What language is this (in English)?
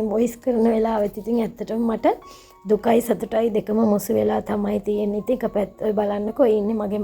Sinhala